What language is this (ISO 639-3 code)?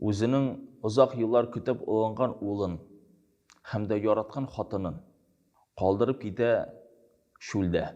tat